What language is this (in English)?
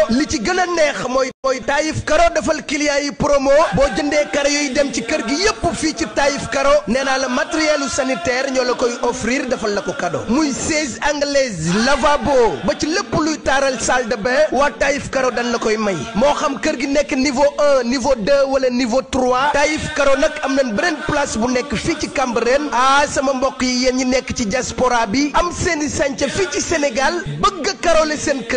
Wolof